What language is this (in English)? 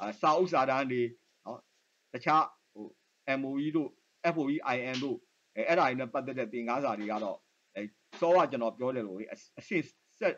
Burmese